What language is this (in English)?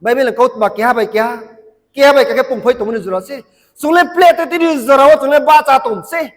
Riang (India)